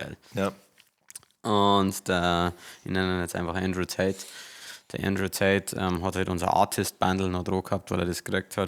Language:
Bavarian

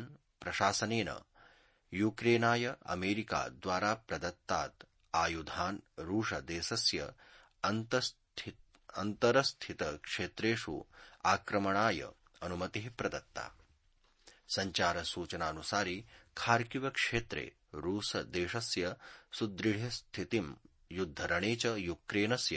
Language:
Sanskrit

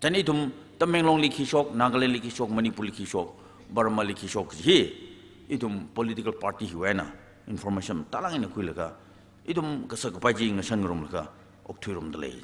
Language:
Tangkhul Naga (India)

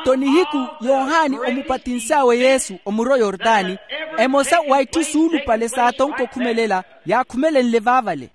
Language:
Makhuwa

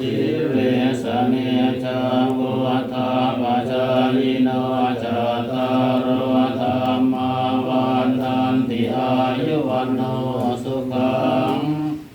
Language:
Pali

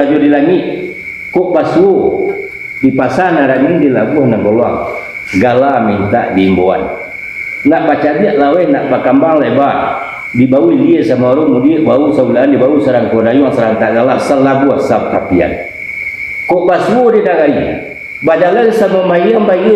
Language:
Minangkabau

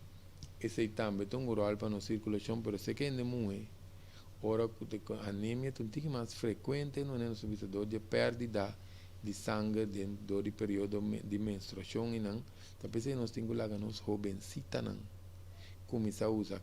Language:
Papiamento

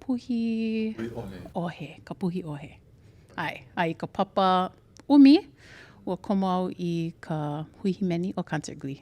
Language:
Hawaiian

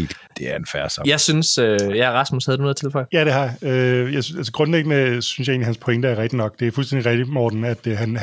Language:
Danish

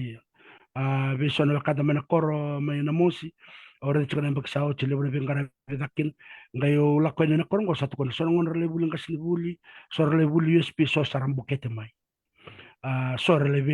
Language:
Fijian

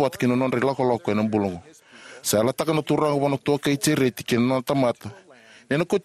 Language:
Fijian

